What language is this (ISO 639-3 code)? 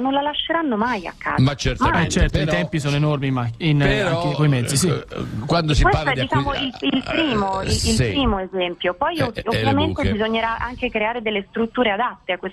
ita